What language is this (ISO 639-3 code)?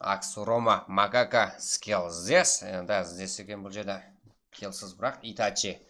kaa